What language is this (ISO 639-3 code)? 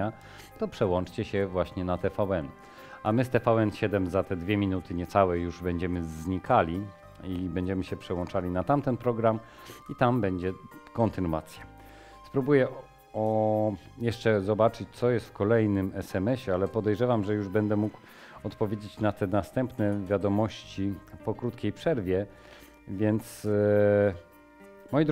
pol